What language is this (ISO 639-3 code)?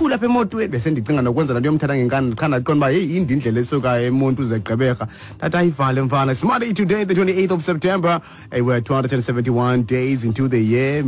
xho